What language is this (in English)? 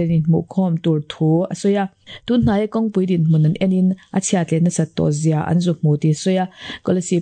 Mizo